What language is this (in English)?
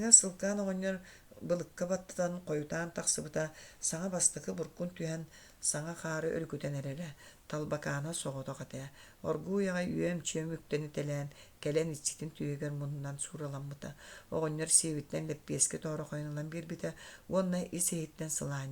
Yakut